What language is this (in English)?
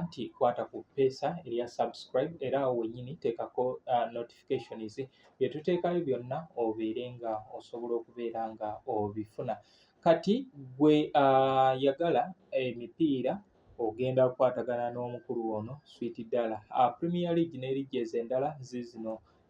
Ganda